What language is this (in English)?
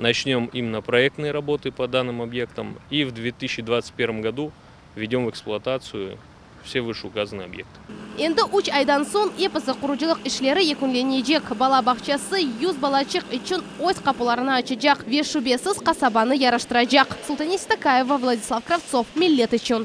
Crimean Tatar